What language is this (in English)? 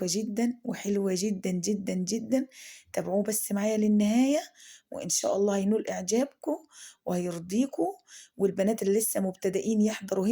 Egyptian Arabic